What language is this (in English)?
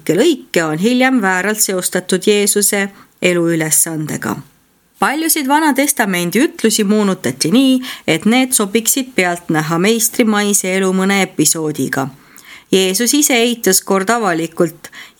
Estonian